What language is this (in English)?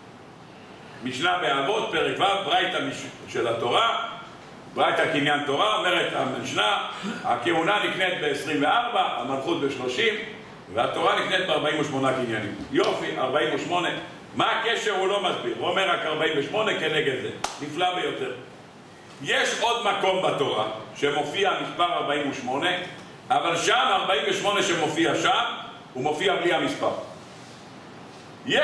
Hebrew